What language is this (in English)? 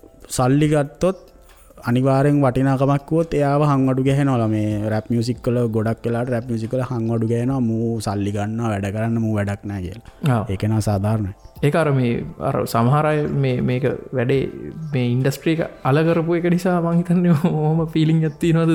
Sinhala